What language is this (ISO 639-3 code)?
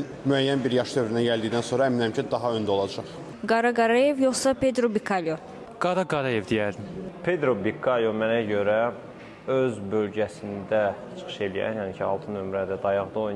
aze